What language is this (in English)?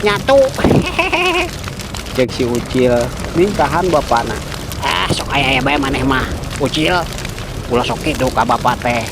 Sundanese